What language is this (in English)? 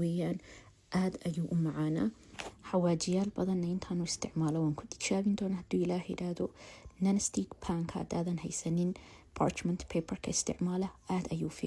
Somali